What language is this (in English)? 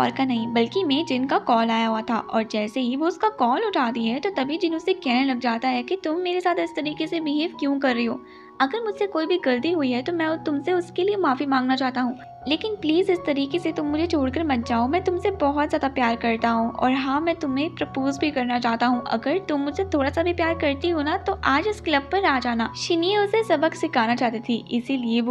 Hindi